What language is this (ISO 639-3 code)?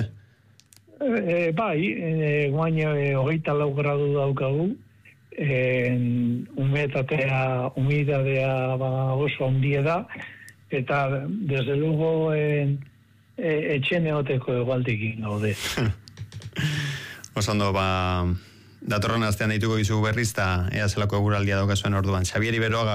eus